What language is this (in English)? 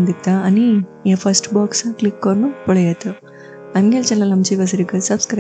Konkani